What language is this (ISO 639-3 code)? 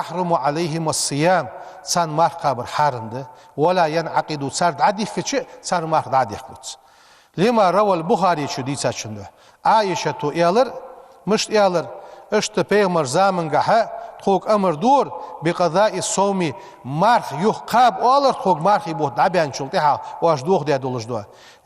inh